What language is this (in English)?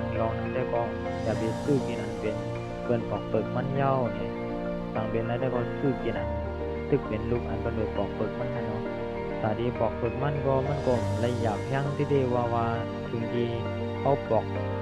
Shan